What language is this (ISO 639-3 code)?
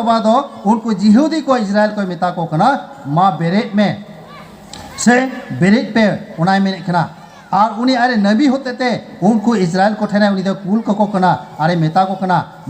sat